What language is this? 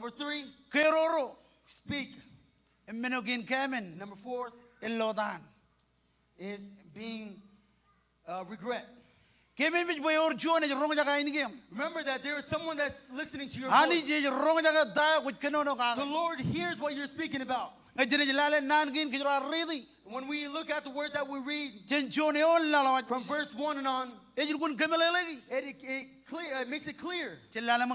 Marshallese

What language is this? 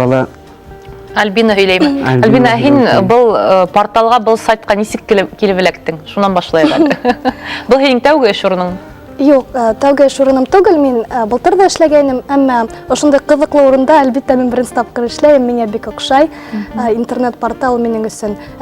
Bashkir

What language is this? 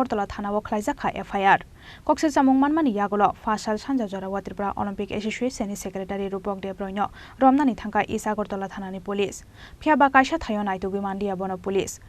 Kok Borok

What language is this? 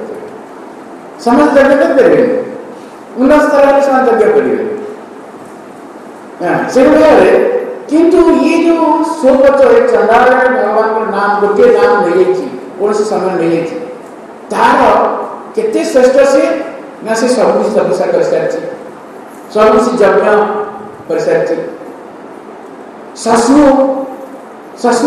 Odia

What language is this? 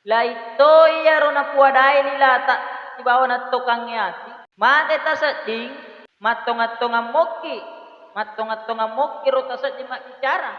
Buginese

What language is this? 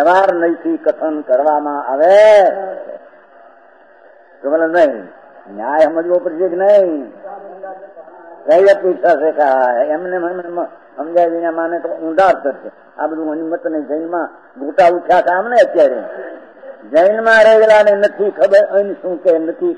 Gujarati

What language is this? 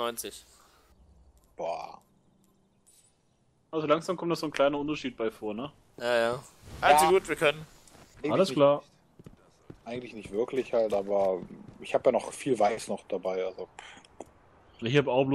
German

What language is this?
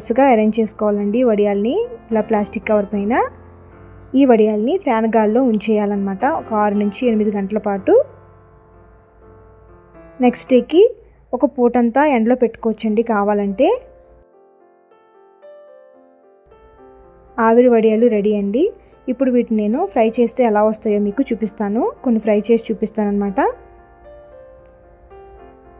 Telugu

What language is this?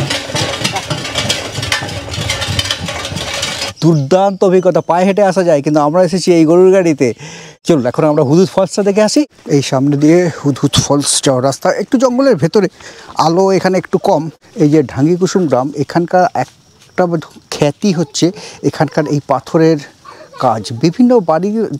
Bangla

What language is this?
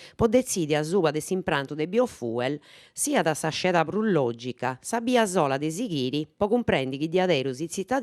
Sardinian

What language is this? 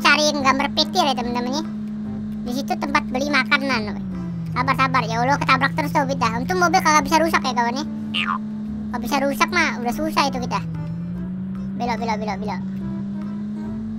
Indonesian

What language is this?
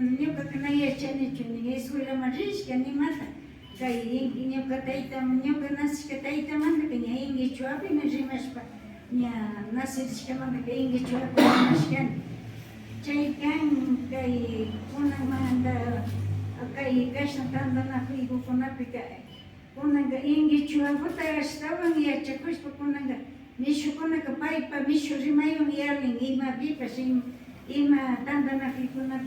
Imbabura Highland Quichua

